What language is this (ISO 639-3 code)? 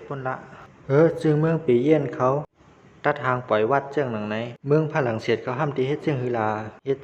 shn